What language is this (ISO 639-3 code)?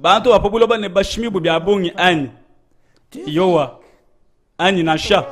lua